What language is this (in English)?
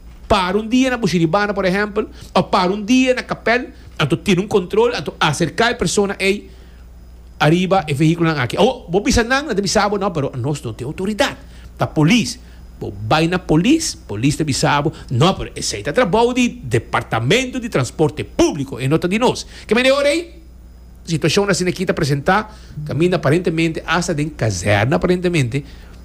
Papiamento